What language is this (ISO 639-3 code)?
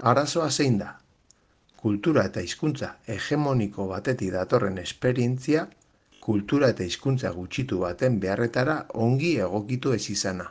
eus